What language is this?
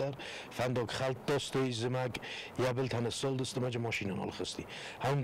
Ossetic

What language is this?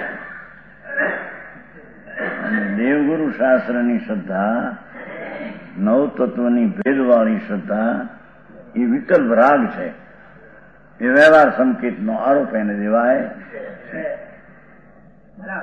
Gujarati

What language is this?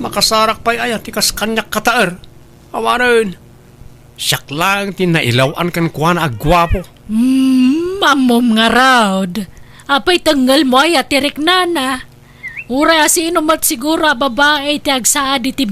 Iloko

